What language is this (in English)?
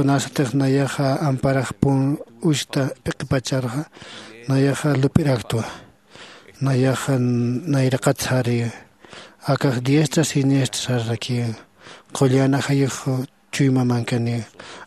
Aymara